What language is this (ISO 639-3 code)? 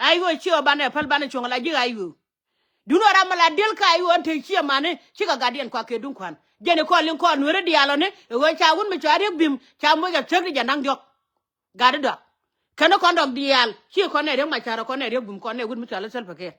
nus